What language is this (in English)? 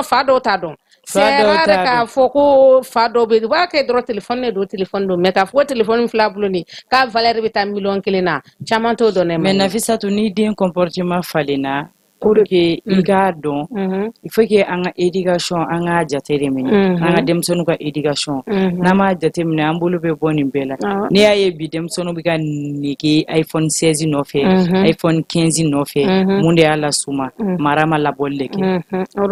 Bambara